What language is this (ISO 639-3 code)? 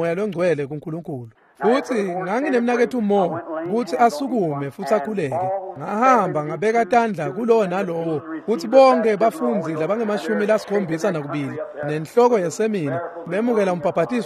ssw